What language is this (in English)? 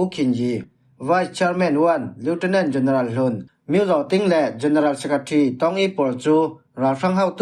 Falam Chin